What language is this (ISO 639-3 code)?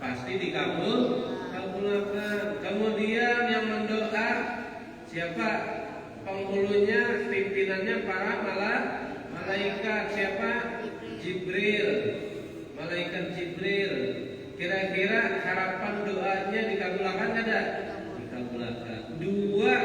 bjn